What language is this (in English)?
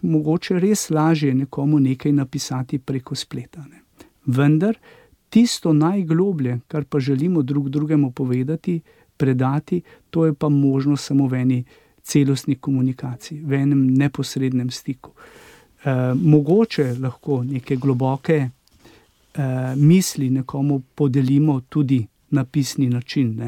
Slovenian